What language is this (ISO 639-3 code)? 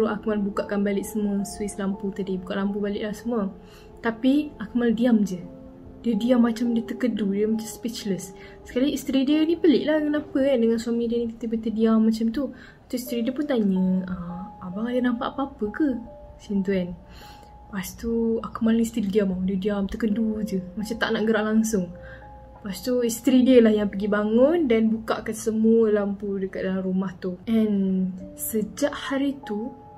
msa